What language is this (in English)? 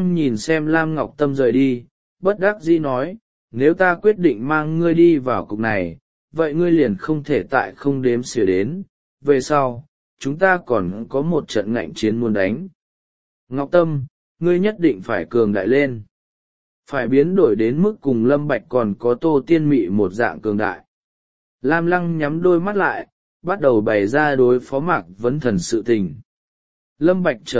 Vietnamese